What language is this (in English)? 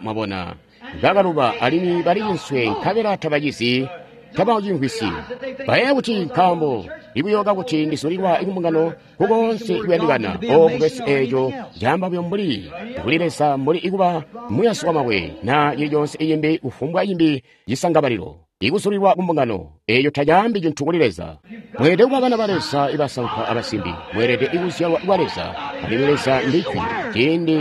Tonga (Zambia)